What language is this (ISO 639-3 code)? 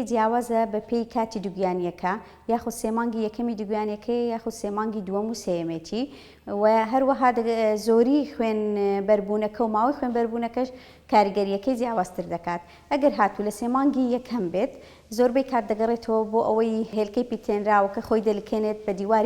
ckb